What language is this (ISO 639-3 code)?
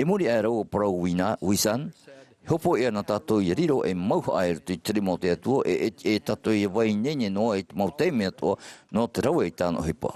tah